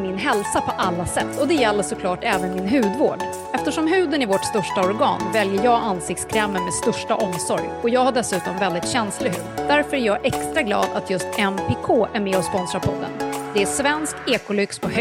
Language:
Swedish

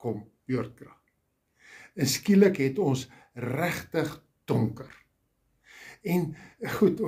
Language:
Afrikaans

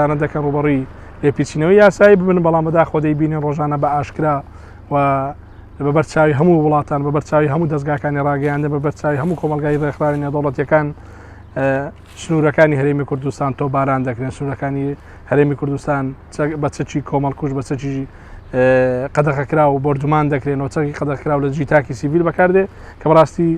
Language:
Central Kurdish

